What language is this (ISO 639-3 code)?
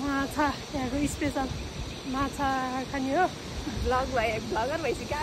nep